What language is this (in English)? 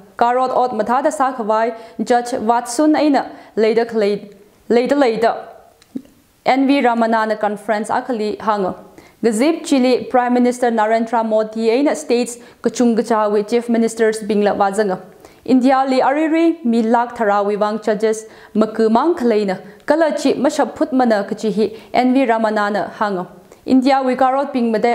Tangkhul Naga (India)